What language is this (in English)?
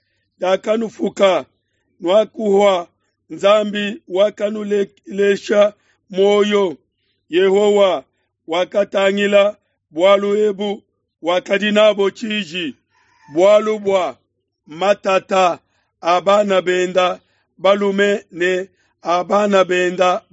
Luba-Lulua